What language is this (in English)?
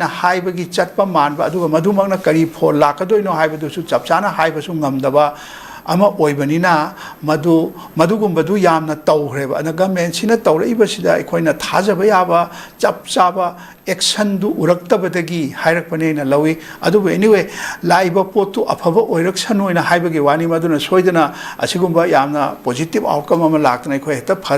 Manipuri